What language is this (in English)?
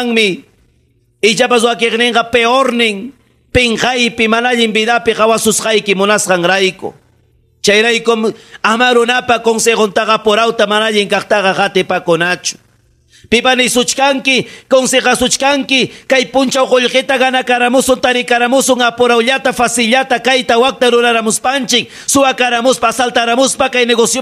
Ayacucho Quechua